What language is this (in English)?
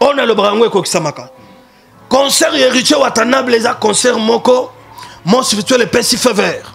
Lingala